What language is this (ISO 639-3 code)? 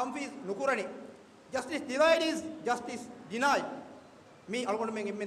div